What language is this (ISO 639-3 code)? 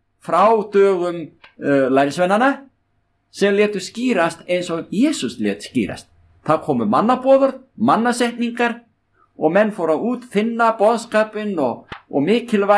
isl